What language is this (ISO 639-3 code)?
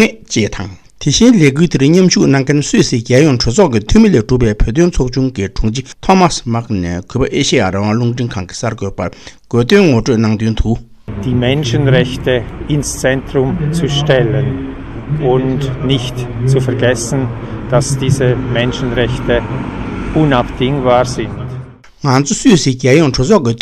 bod